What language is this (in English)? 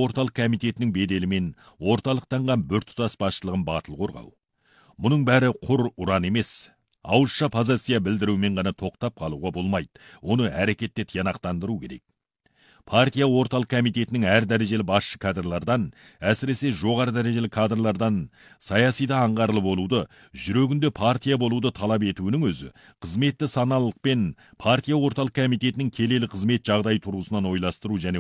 Kazakh